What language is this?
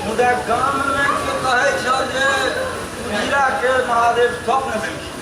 Maithili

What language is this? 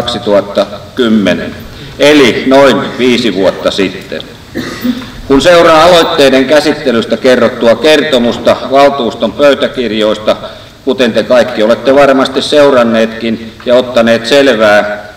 Finnish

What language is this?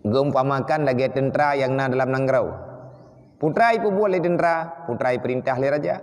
Achinese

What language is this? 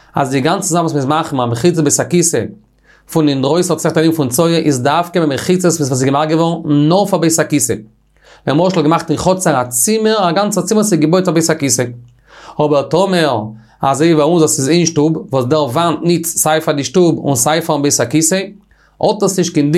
Yiddish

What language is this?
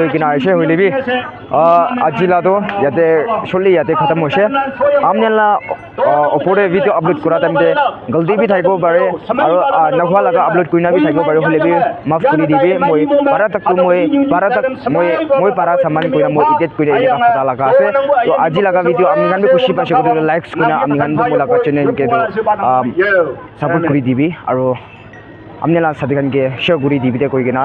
Naga Pidgin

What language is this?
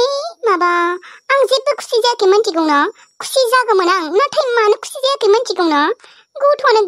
Bodo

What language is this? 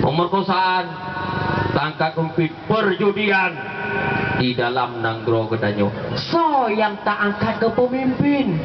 Achinese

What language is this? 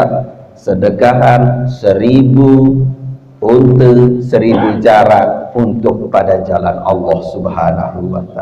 Sasak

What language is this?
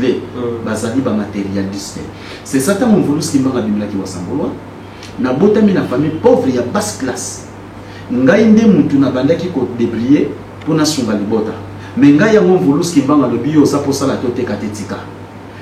Lingala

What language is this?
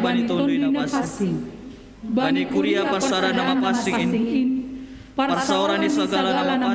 Batak Simalungun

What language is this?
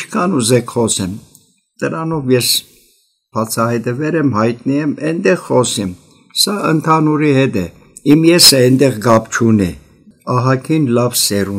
Armenian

